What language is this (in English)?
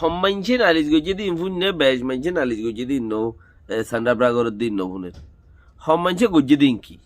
Rohingya